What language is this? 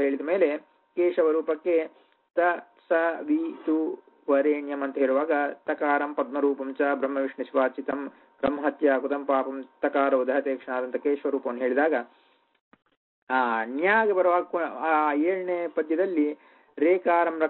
Kannada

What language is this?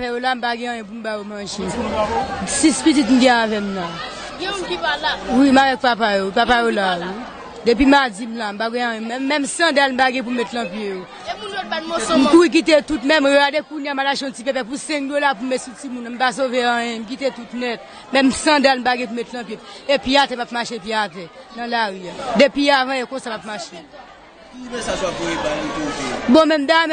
Haitian Creole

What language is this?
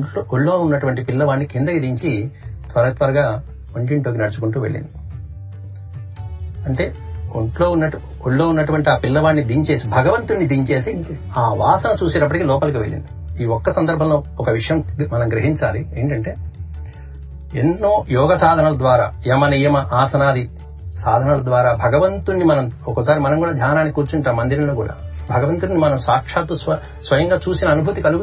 Telugu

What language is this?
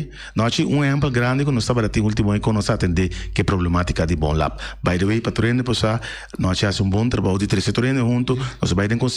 Papiamento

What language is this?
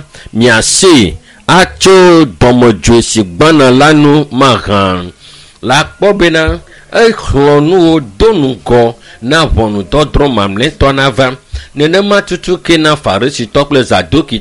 Ewe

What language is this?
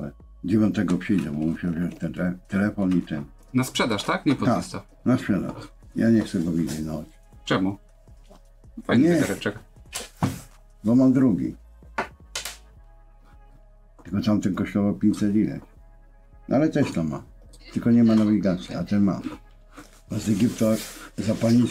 Polish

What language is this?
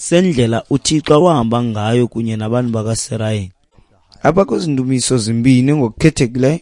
Xhosa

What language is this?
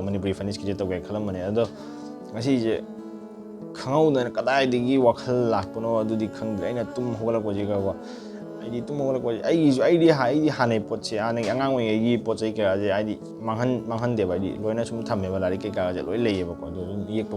Manipuri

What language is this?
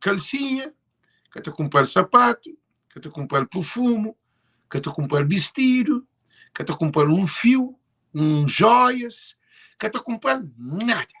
Kabuverdianu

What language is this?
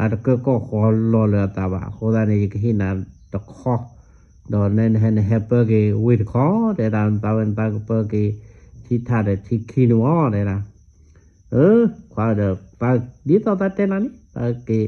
S'gaw Karen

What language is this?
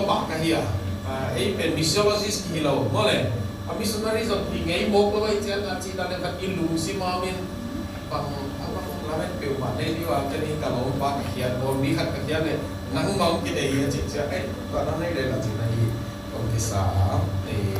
Tedim Chin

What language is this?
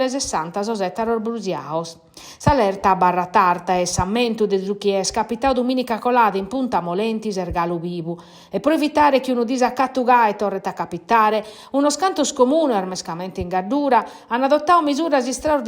Sardinian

